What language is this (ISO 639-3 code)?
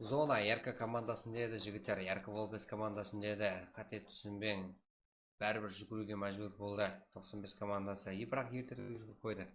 kaa